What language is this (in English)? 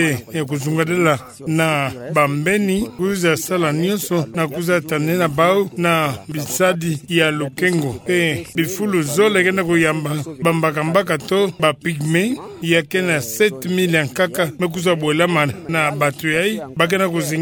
Kituba (Democratic Republic of Congo)